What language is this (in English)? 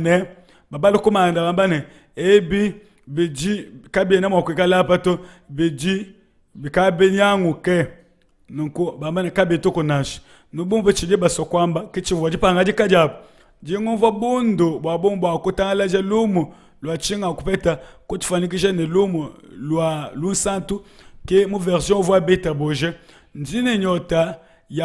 Luba-Lulua